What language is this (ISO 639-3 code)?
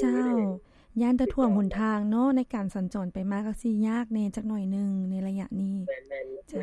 lao